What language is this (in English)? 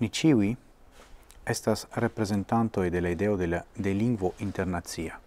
Esperanto